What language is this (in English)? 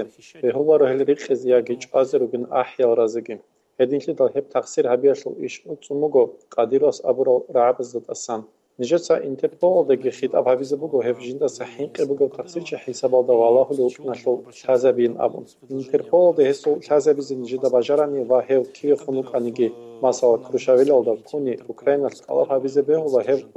Avaric